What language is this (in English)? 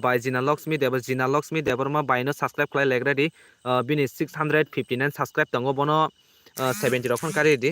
Kok Borok